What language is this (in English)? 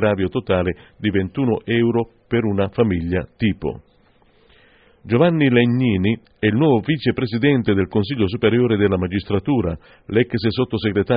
Italian